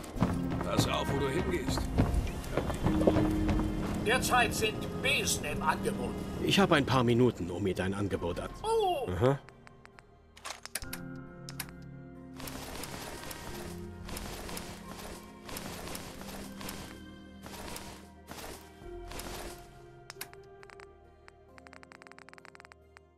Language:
German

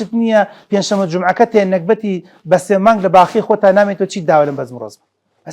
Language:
Central Kurdish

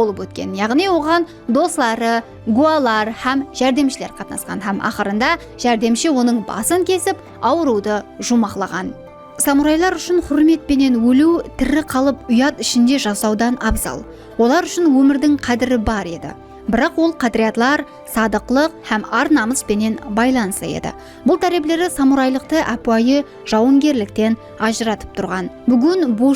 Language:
Kara-Kalpak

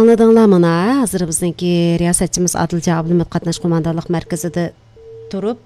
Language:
Uyghur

